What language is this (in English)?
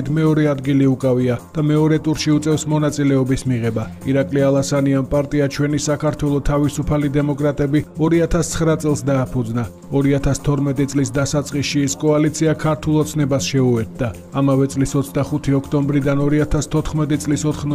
Georgian